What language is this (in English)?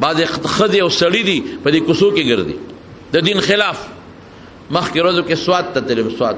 Pashto